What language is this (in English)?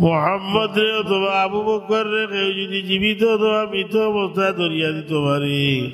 Sylheti